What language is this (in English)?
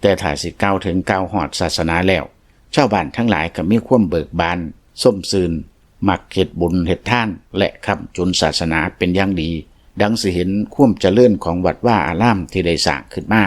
Lao